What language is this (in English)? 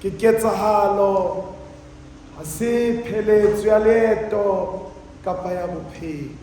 Southern Sotho